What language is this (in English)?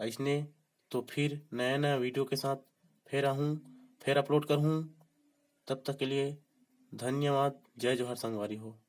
Chhattisgarhi